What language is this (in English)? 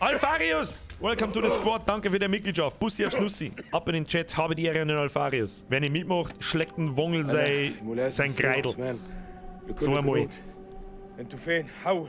Bavarian